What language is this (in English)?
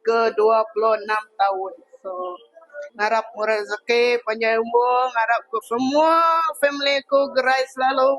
Iban